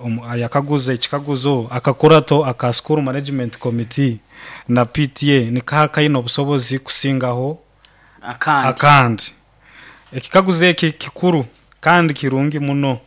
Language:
Nyoro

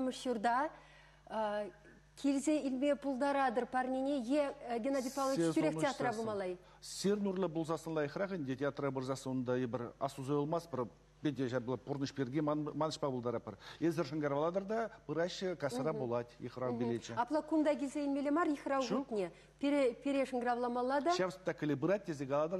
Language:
Chuvash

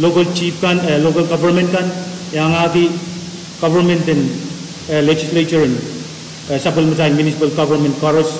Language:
Pohnpeian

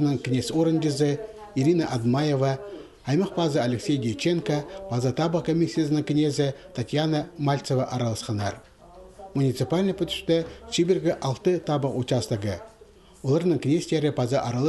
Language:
Khakas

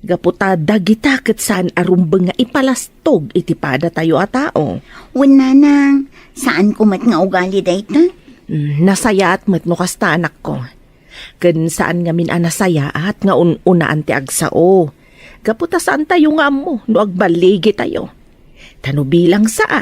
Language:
Iloko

